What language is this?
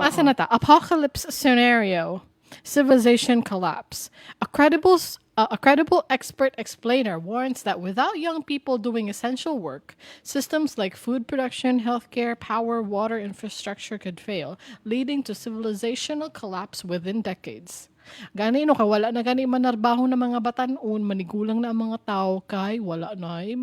Cebuano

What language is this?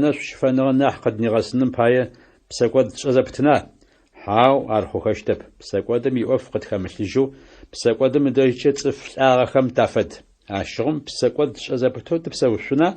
Adyghe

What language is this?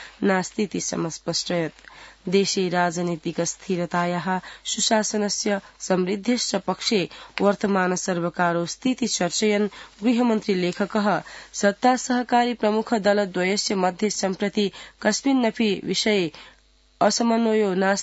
Sanskrit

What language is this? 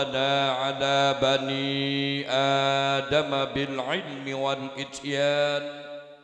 Javanese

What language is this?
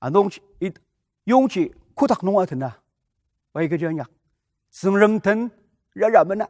Ao Naga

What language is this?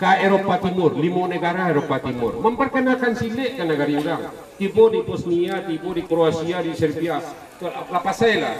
Minangkabau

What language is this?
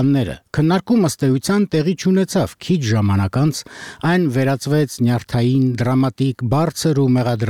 Armenian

